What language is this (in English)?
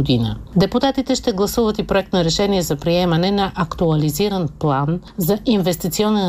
Bulgarian